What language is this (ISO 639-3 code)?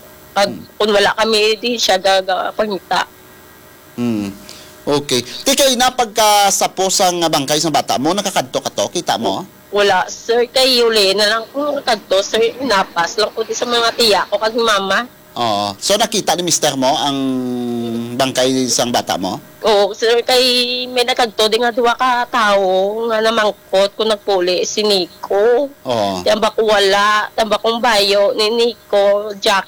hil